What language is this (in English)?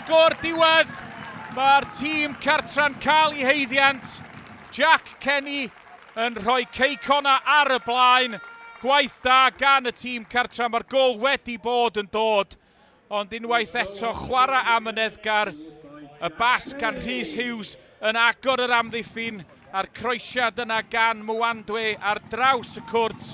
Welsh